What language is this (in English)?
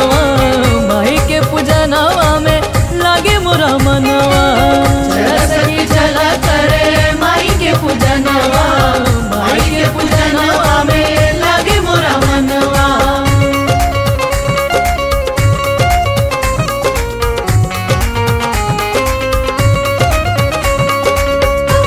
Bhojpuri